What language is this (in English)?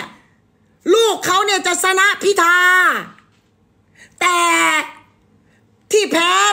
Thai